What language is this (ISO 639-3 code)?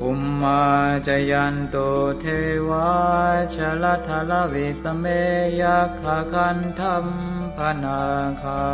pli